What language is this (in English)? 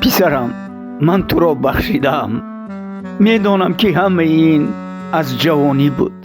Tajik